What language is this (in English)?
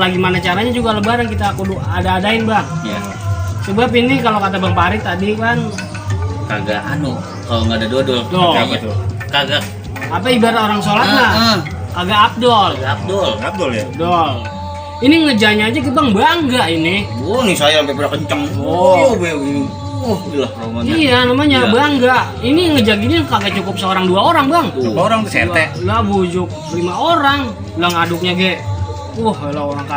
Betawi